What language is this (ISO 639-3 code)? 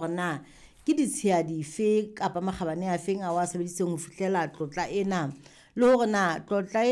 sot